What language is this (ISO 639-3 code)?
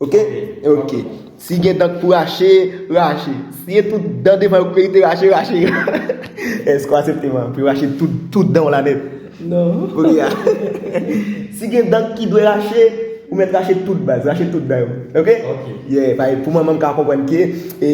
hat